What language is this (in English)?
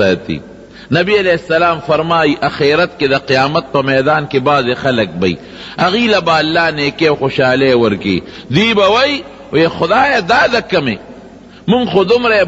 Pashto